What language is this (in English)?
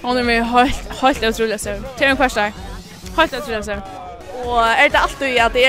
Faroese